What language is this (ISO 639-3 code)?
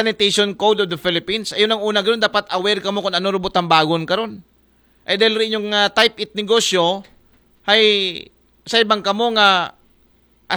akl